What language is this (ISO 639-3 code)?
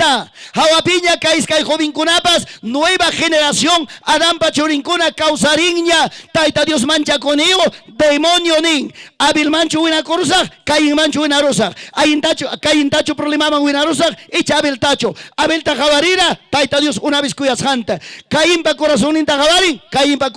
quy